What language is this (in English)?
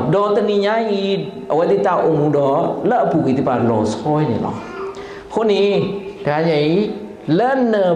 S'gaw Karen